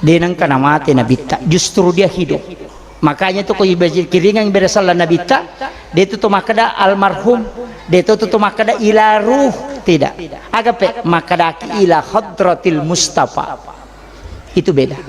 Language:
Buginese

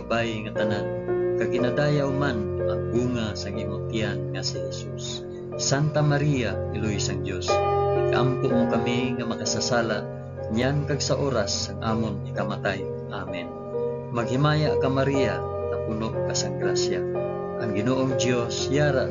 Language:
Hiligaynon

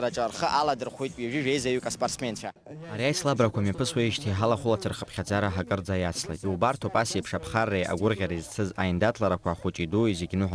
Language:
Abkhazian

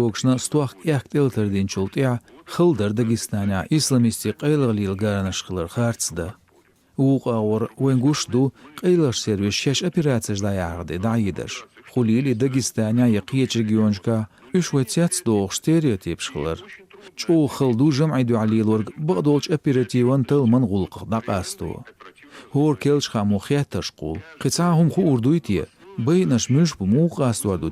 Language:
Chechen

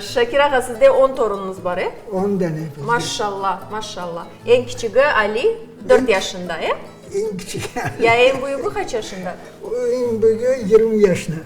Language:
Crimean Tatar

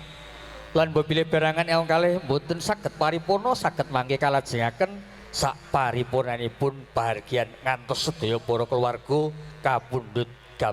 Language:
Javanese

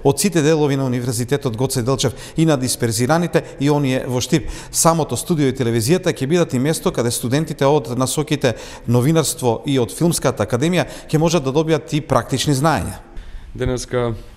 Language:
Macedonian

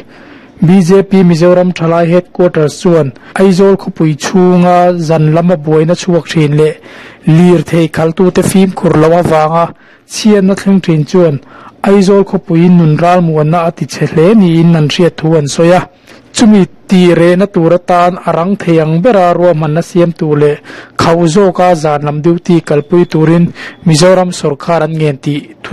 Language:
Mizo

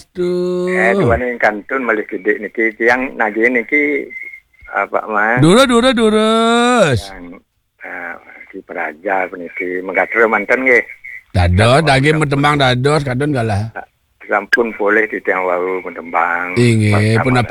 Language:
Balinese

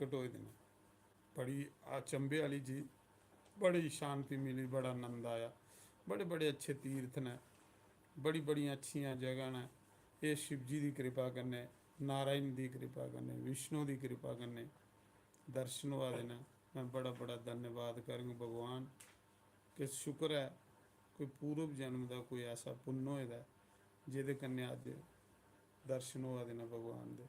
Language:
Dogri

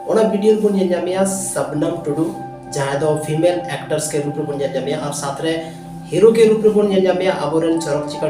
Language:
Santali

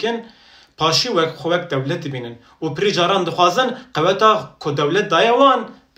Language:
Kurdish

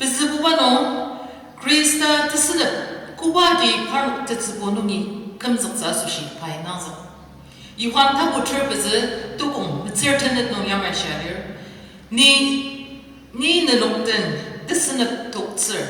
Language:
Ao Naga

